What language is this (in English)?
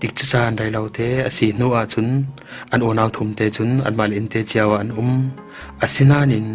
Falam Chin